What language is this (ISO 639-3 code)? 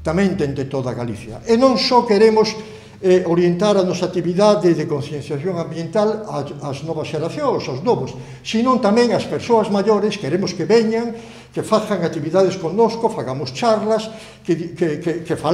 glg